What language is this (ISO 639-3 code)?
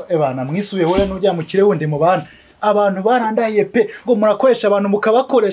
kin